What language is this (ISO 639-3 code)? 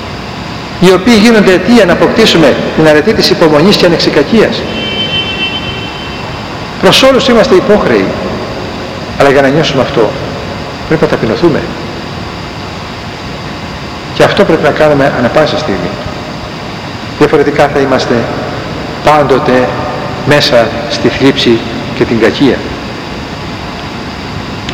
ell